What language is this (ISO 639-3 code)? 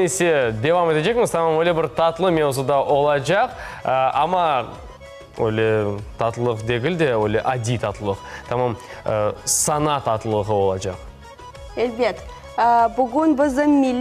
crh